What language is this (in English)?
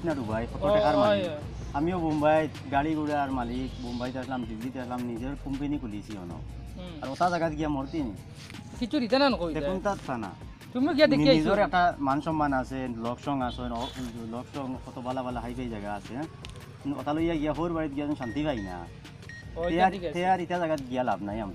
Sylheti